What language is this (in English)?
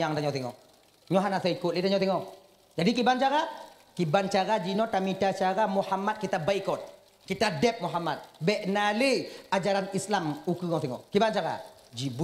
Achinese